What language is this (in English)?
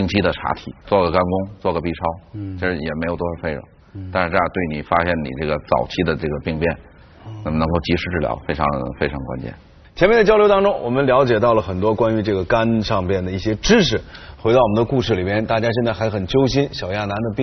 Chinese